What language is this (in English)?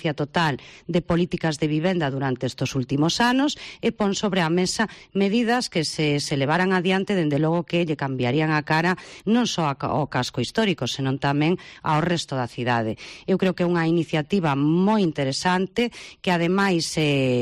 Galician